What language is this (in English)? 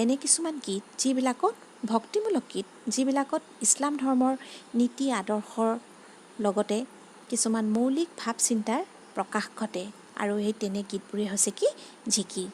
Assamese